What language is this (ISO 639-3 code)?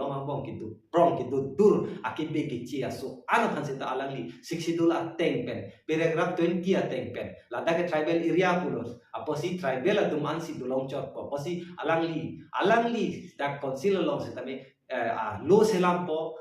mjw